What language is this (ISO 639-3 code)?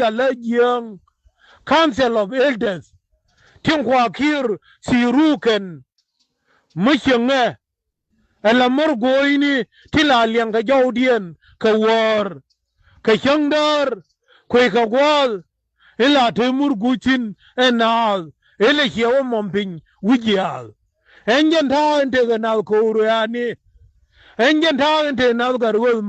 nus